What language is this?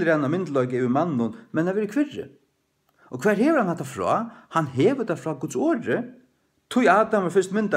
Faroese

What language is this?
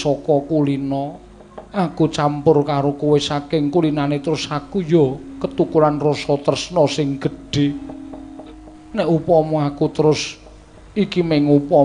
Javanese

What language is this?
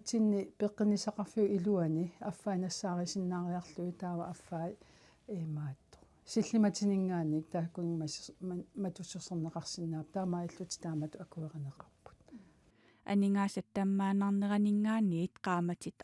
Kalaallisut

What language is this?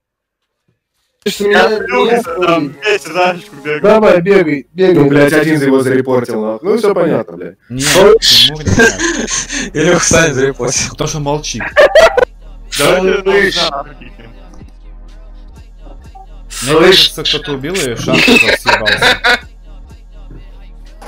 Russian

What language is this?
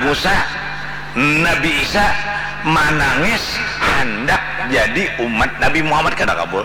Banjar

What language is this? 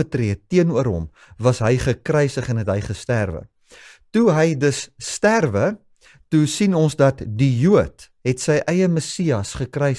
Afrikaans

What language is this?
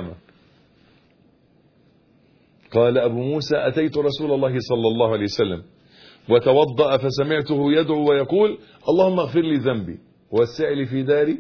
Egyptian Arabic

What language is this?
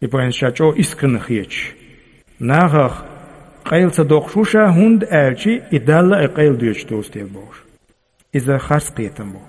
Chechen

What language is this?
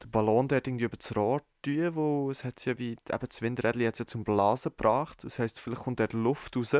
Swiss German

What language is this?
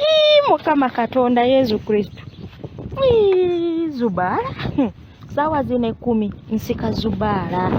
Ganda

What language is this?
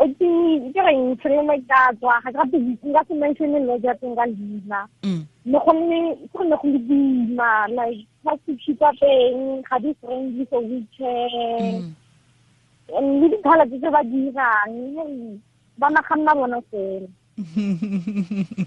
Tswana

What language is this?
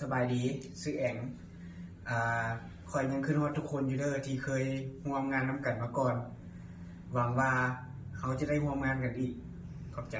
Lao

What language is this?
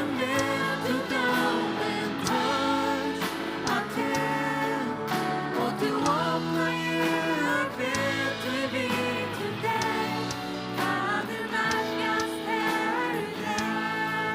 Faroese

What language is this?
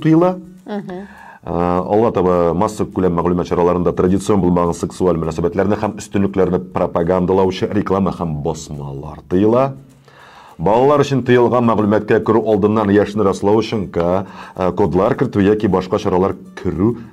Tatar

